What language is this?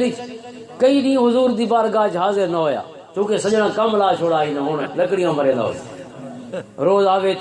Western Panjabi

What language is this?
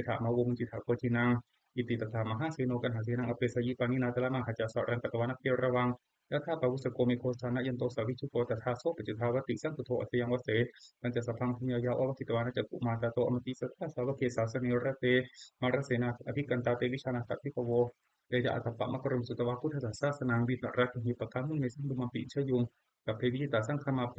Pali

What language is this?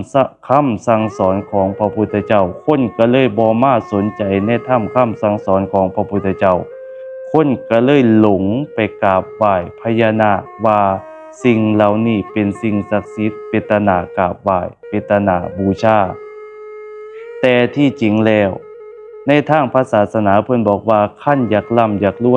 Lao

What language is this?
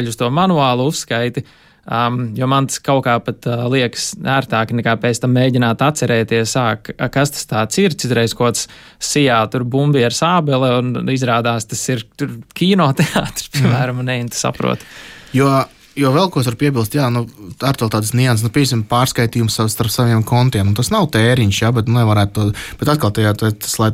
Latvian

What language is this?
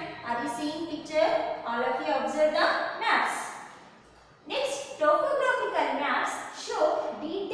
English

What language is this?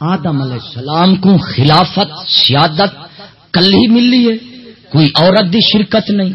Saraiki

